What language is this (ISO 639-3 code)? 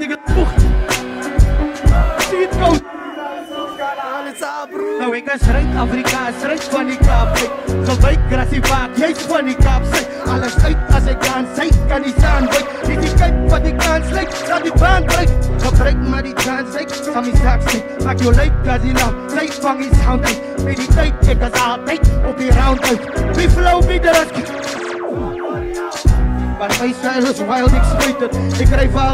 afr